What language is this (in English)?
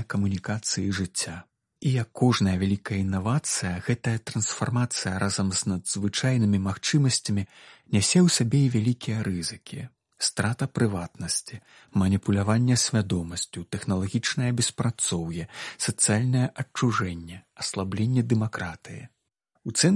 Belarusian